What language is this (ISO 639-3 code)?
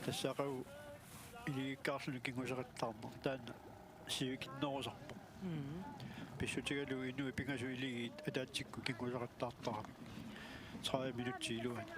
kal